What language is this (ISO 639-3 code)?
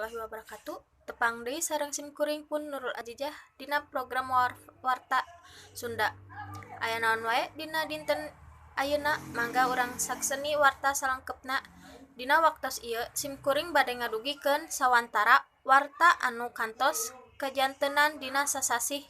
sun